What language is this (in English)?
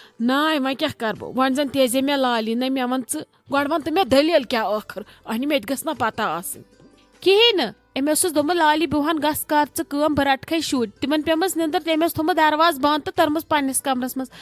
Kashmiri